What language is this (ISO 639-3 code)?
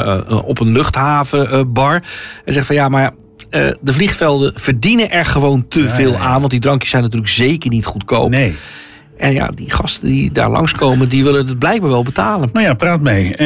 nld